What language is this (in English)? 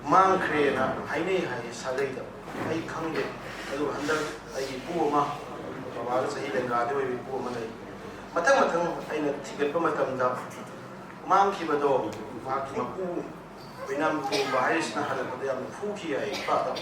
Manipuri